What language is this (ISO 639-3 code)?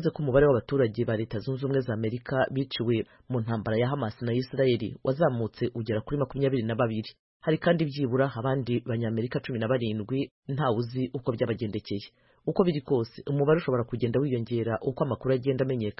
kin